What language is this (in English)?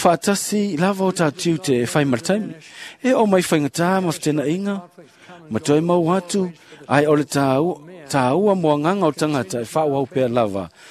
Samoan